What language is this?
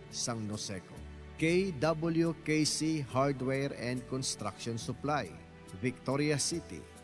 Hiligaynon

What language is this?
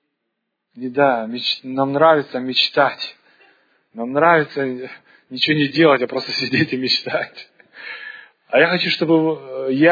Russian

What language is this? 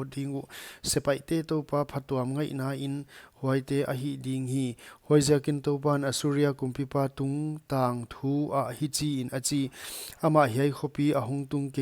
Paite Chin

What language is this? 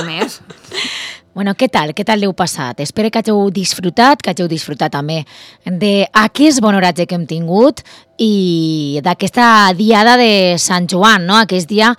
Catalan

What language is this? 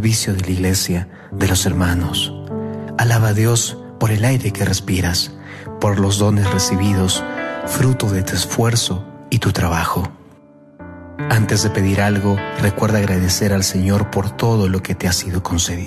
Spanish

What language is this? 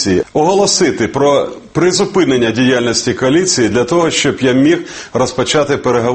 Ukrainian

